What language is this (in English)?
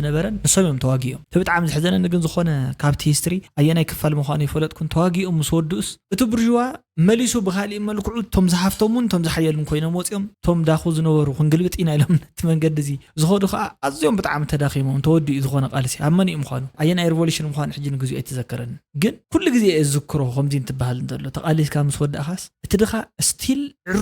Tigrinya